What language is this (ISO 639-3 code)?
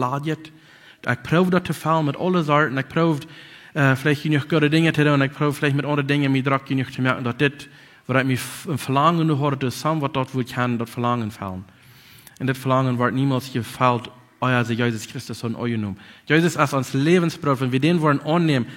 pdt